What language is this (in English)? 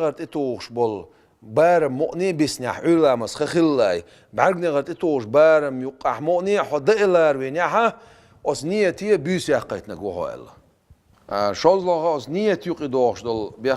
Chechen